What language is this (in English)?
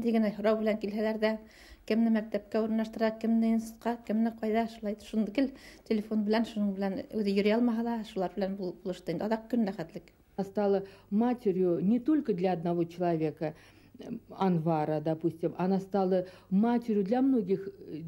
Bashkir